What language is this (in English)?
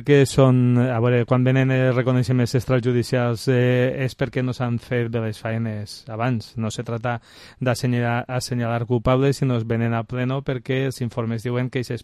Catalan